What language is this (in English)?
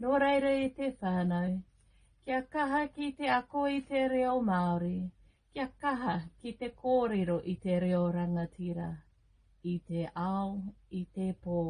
Māori